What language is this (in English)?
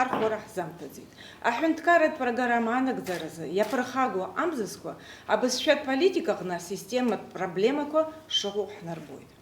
Abkhazian